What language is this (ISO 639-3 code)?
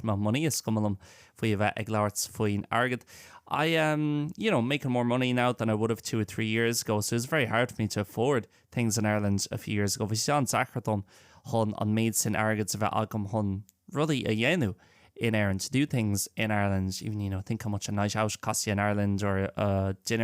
gle